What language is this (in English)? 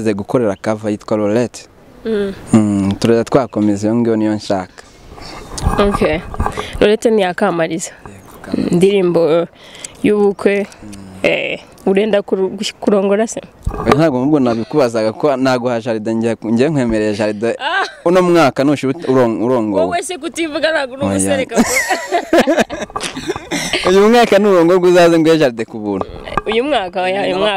Kinyarwanda